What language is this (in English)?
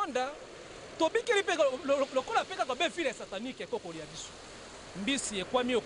Lingala